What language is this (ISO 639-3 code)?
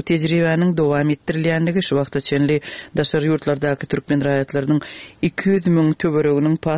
tuk